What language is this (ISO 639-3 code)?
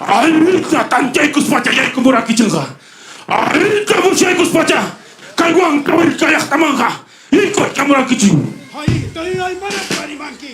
quy